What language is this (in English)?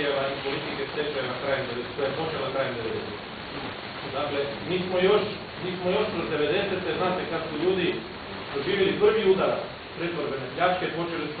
Croatian